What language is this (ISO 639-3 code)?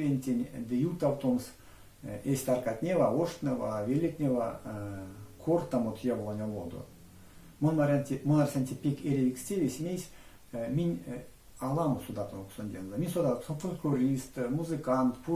myv